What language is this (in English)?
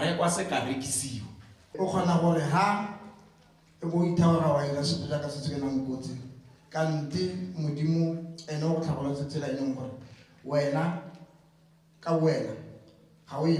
Tswana